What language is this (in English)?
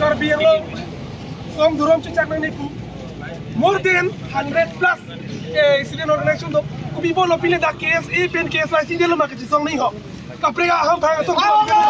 Karbi